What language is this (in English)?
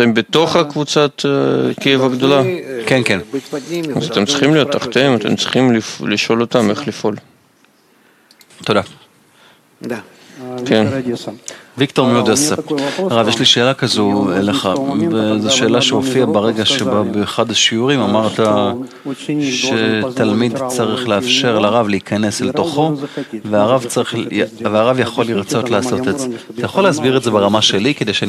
Hebrew